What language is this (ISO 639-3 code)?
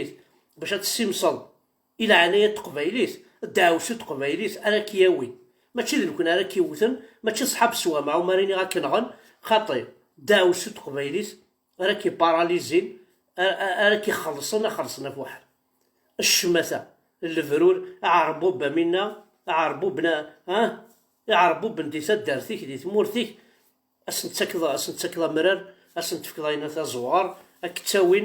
kab